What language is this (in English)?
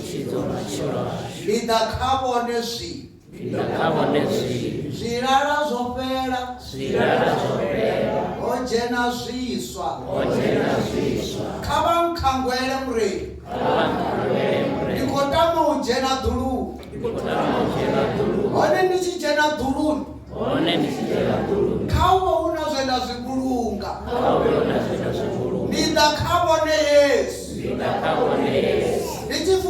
Venda